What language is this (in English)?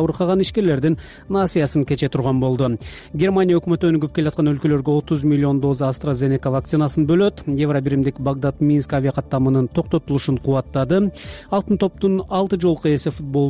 Kyrgyz